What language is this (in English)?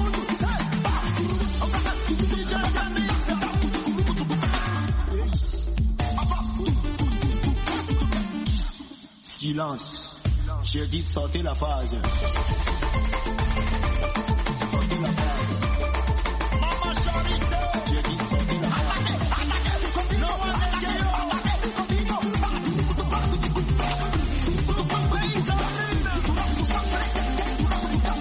French